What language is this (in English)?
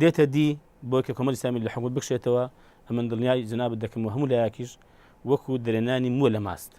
Central Kurdish